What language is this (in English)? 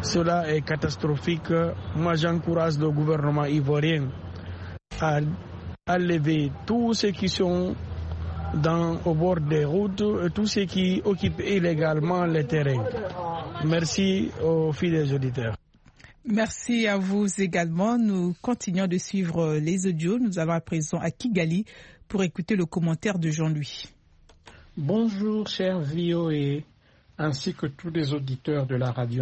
French